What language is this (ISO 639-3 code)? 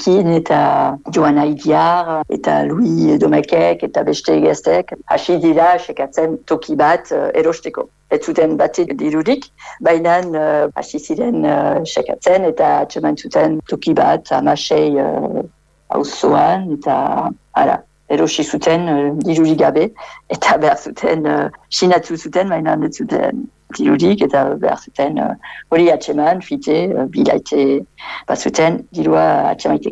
eus